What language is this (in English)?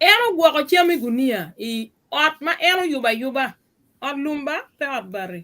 Acoli